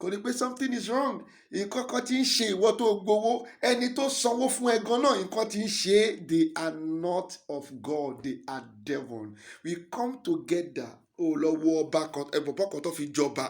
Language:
Yoruba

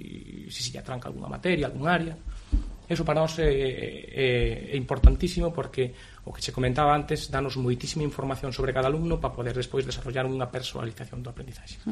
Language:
Galician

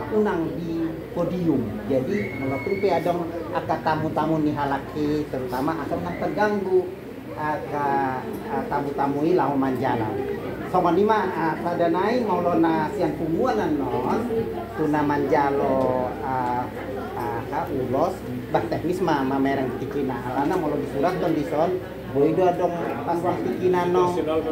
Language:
Batak Toba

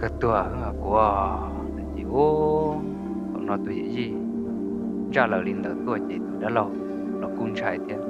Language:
Hmong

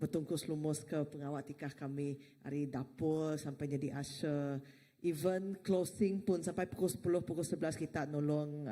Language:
Iban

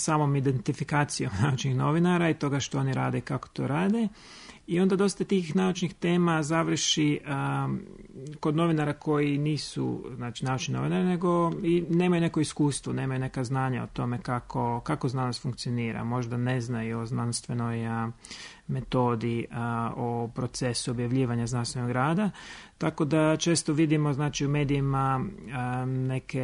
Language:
Croatian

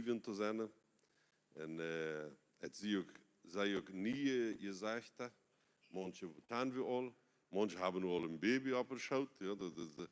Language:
Plautdietsch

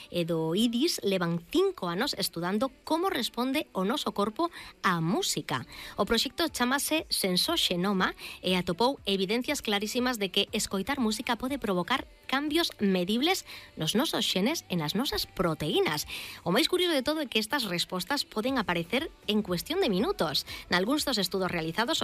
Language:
Galician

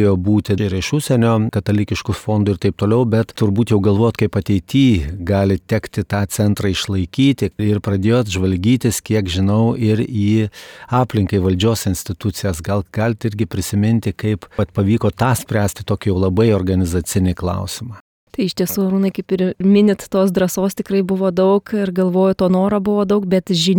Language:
Lithuanian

